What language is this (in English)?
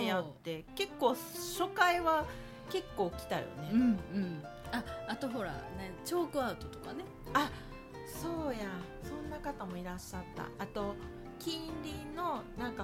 Japanese